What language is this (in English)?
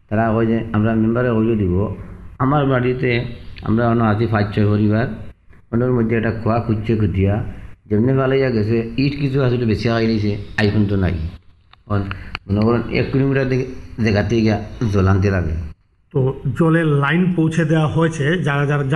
Bangla